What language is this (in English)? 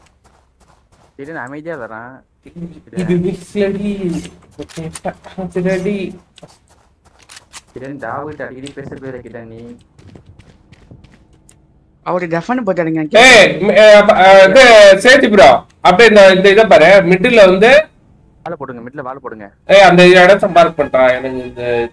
Tamil